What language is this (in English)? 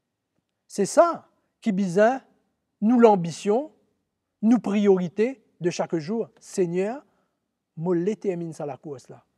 Morisyen